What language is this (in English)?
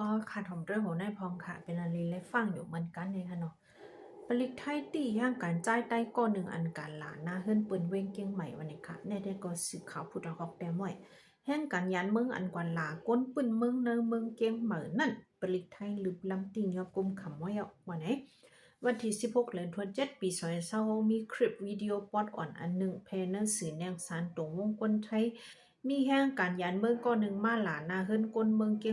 Shan